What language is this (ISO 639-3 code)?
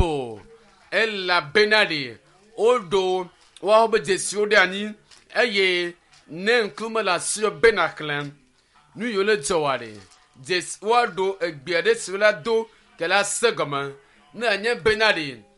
ewe